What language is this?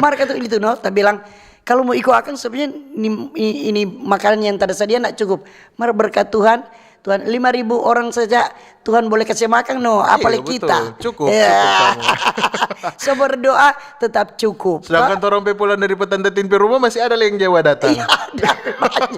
Manado Malay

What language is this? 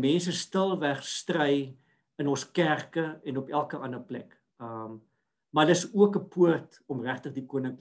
Afrikaans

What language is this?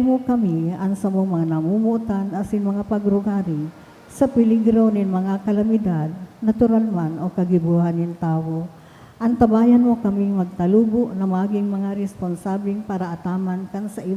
Bikol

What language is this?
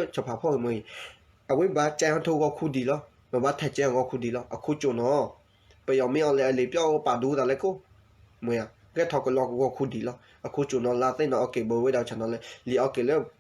S'gaw Karen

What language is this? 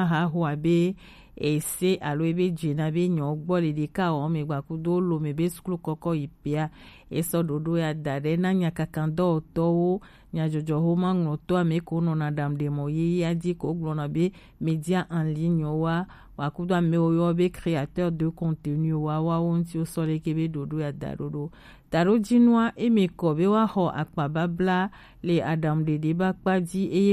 Gen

